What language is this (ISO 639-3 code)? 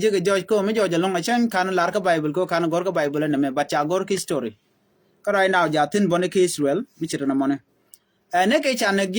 nus